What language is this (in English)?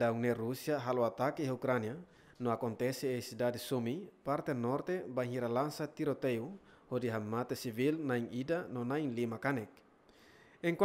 Tetum